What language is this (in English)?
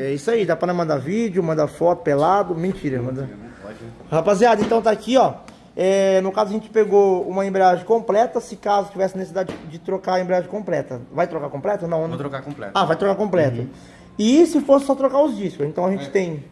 Portuguese